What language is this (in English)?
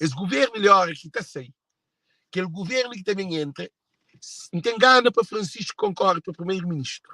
Kabuverdianu